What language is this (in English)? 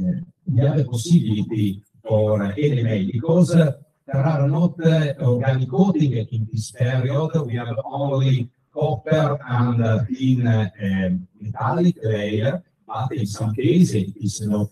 Italian